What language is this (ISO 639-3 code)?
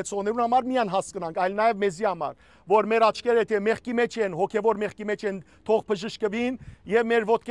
hyw